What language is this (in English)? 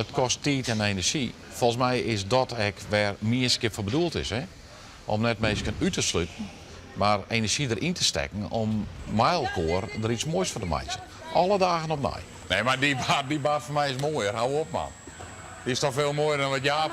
Western Frisian